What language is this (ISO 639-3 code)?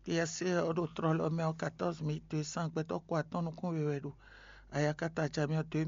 fon